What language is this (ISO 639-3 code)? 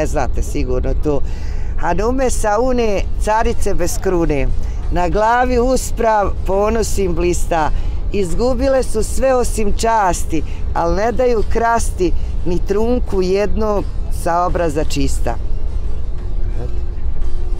bos